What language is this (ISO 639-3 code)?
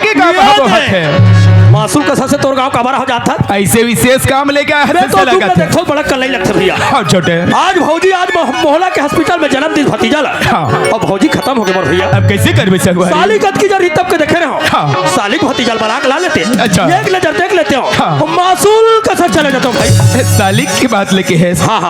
hne